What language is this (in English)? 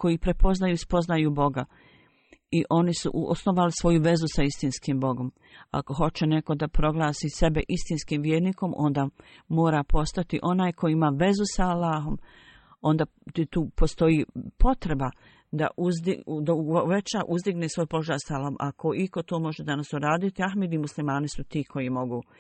Bosnian